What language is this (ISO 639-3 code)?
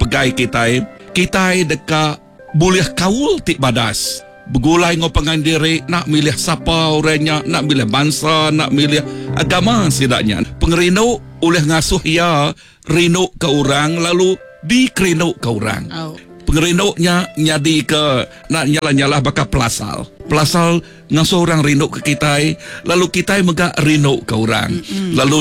iba